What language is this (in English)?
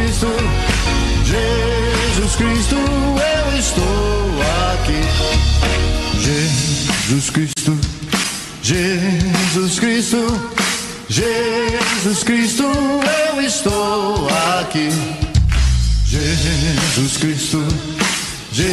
Portuguese